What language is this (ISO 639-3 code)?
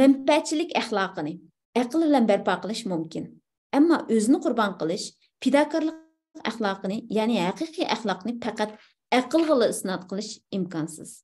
uig